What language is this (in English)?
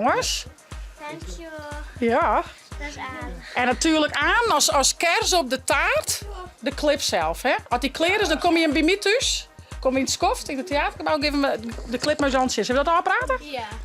Western Frisian